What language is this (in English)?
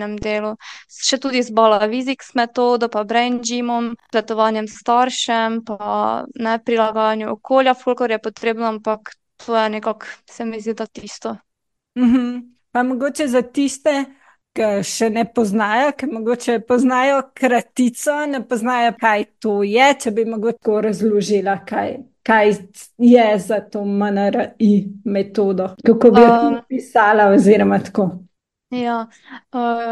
Slovenian